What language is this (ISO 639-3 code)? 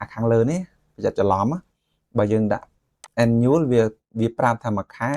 khm